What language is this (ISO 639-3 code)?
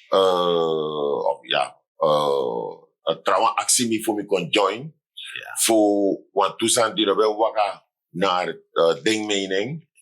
srn